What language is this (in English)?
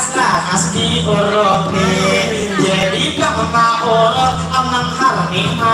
Banjar